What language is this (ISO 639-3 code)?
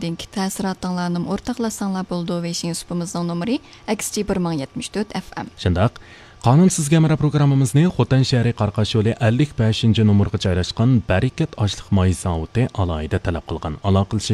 uig